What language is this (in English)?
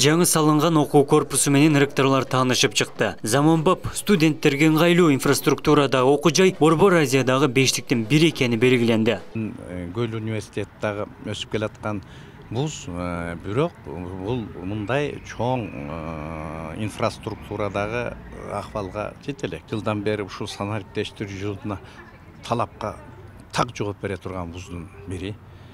Kyrgyz